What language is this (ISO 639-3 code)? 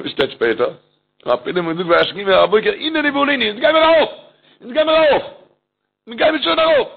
yid